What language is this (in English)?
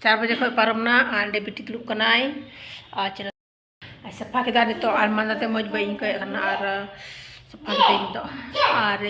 Santali